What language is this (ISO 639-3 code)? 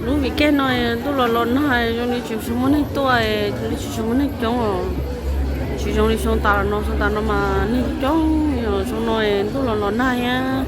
hmn